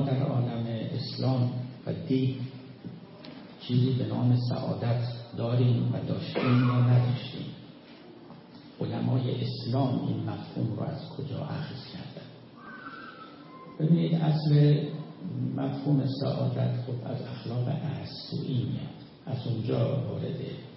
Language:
Persian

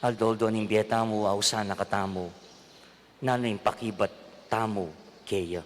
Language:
Pampanga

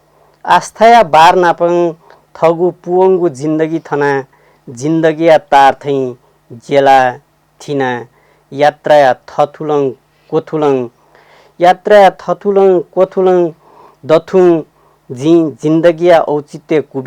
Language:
Newari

